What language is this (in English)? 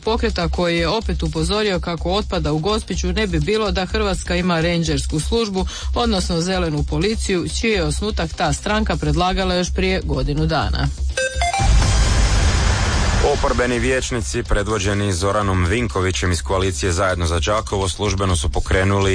Croatian